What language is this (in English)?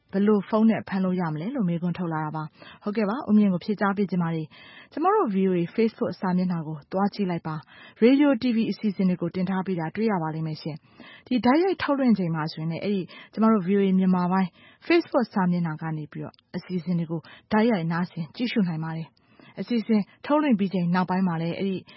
Burmese